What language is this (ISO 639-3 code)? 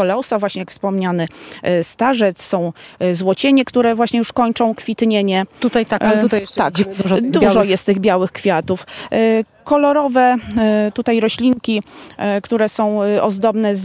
pol